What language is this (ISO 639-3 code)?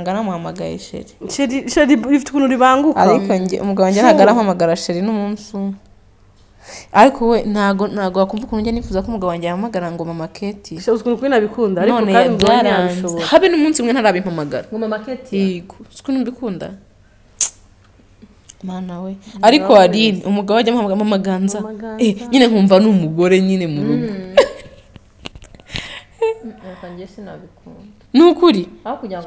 kin